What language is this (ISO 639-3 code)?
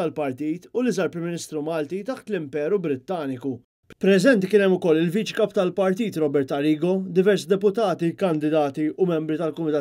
mlt